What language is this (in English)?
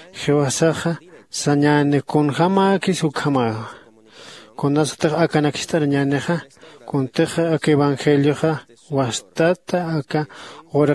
Aymara